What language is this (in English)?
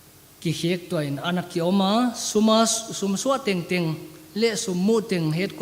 Paite Chin